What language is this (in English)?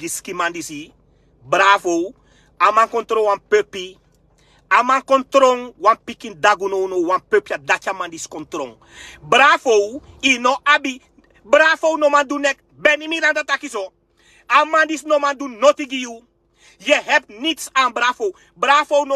Sranan Tongo